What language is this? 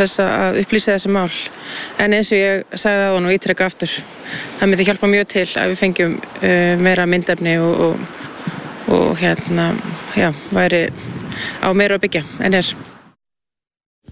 Icelandic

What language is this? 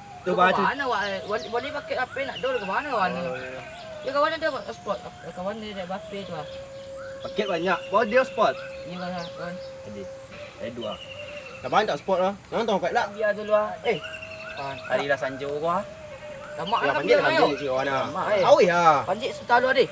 Minangkabau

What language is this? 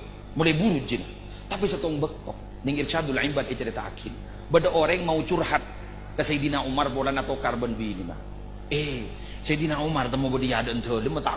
Madurese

